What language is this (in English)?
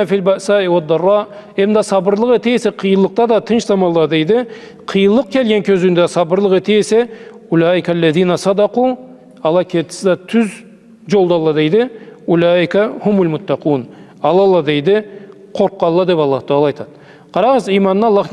Karachay-Balkar